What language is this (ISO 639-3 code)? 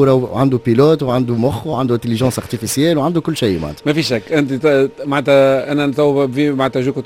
aeb